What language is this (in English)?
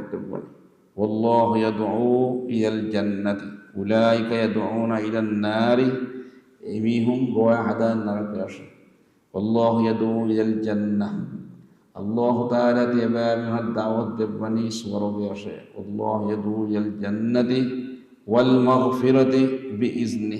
Divehi